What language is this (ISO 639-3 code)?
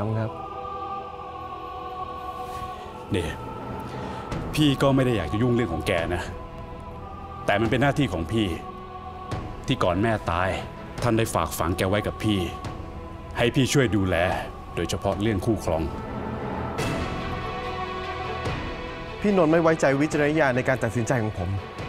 tha